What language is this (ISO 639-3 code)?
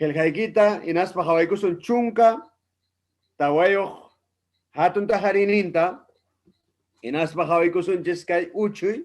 quy